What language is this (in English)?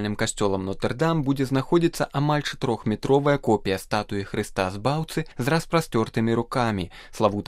Belarusian